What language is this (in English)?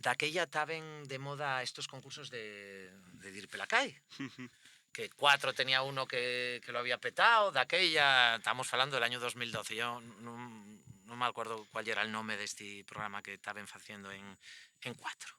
Asturian